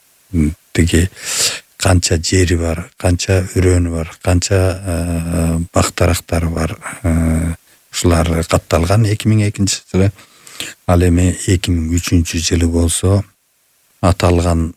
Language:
Kyrgyz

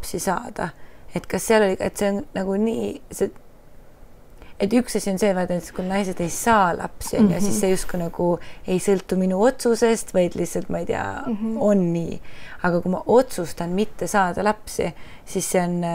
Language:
Estonian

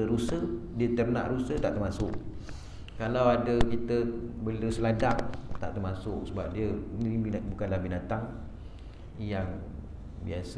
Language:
Malay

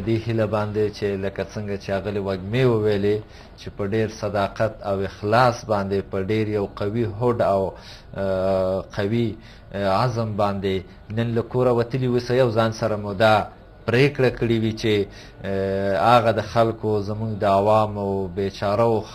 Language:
Pashto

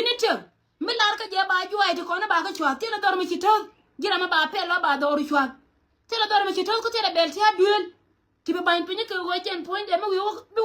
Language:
Nuer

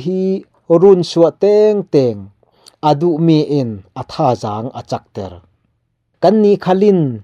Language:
Falam Chin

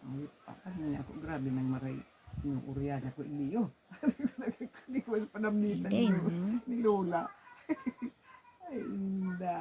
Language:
Bikol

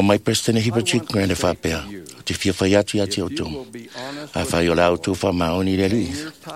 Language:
Samoan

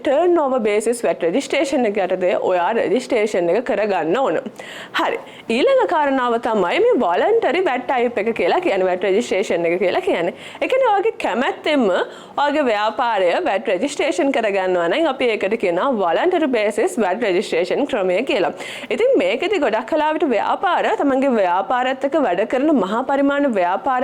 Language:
Sinhala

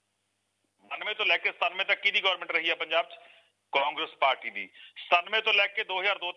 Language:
Punjabi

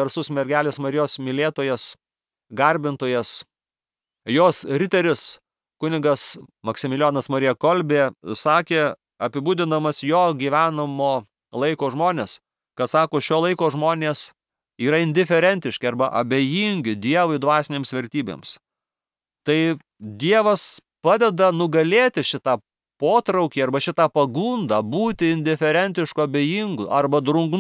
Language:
Lithuanian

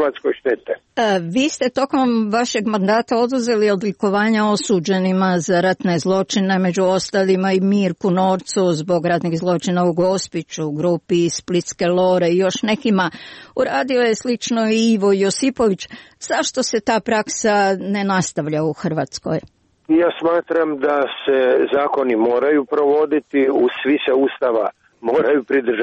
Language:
Croatian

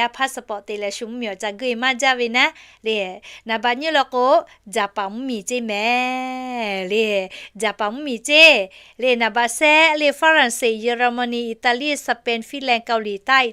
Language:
Lahu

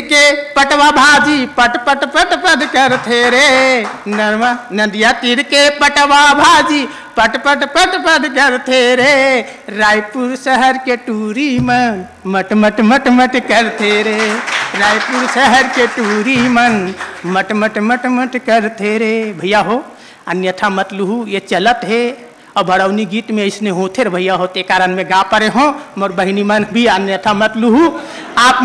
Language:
Chhattisgarhi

